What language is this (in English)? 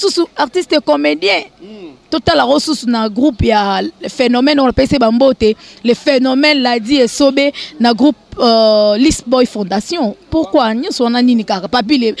Lingala